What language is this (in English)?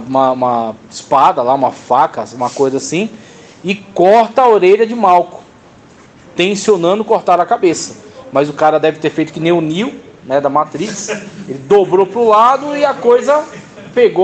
Portuguese